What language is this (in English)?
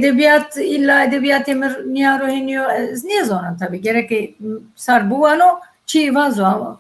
Zaza